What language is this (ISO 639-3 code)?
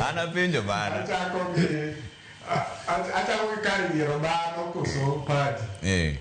luo